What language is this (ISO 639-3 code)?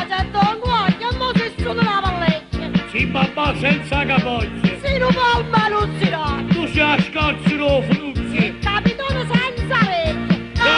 nap